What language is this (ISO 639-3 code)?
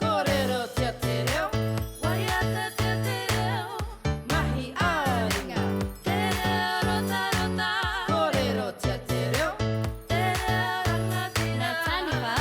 mri